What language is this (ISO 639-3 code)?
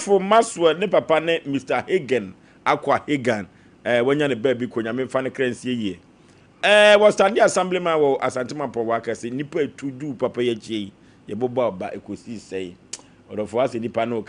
aka